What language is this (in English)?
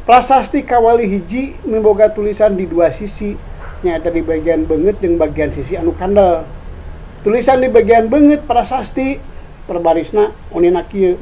Sundanese